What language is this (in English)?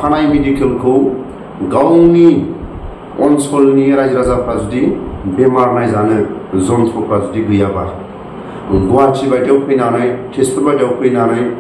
Bodo